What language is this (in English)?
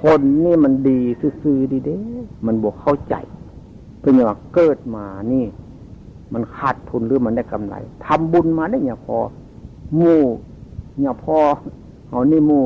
Northeastern Thai